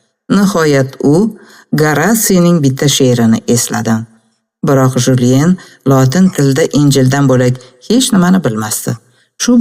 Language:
Uzbek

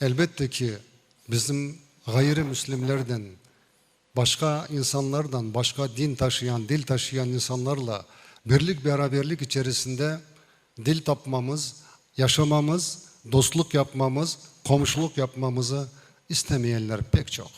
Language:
Crimean Tatar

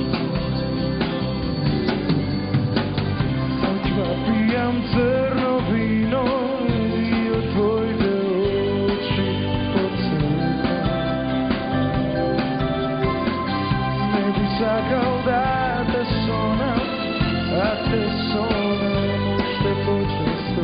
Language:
Macedonian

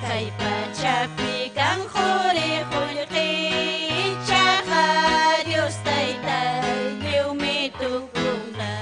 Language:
Ayacucho Quechua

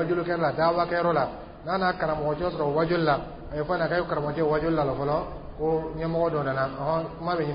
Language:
Dyula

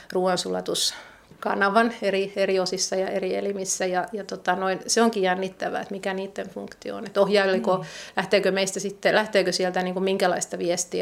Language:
Finnish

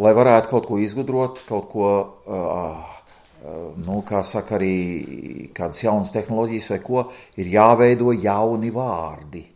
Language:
Latvian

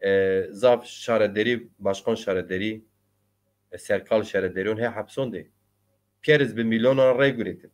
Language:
Zaza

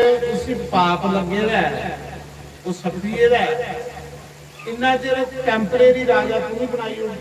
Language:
Dogri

